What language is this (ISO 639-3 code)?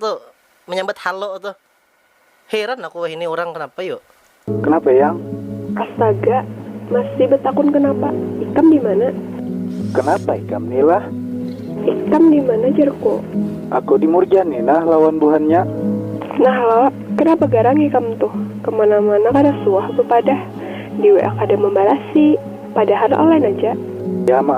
bjn